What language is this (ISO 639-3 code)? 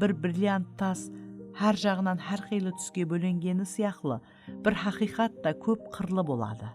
kaa